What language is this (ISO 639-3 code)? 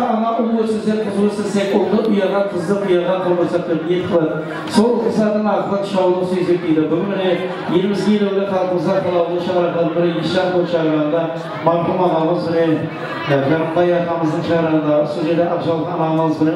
kaa